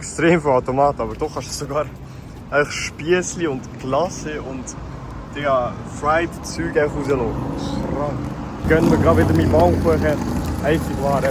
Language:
Swiss German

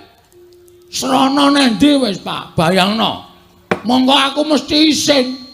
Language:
Javanese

